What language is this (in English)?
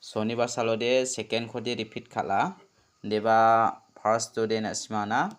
Garo